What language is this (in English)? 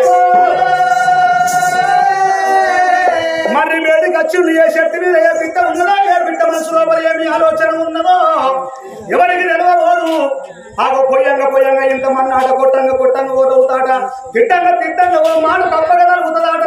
Telugu